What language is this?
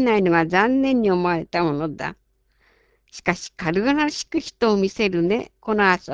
Japanese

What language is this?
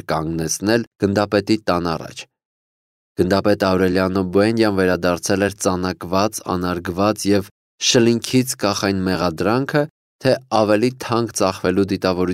Armenian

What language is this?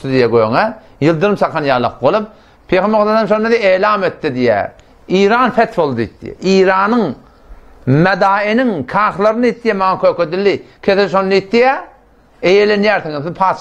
Turkmen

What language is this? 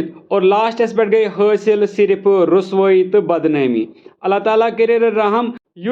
Kashmiri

